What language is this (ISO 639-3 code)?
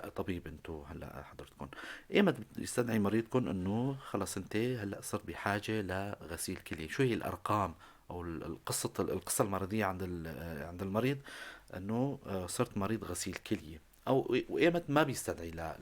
apc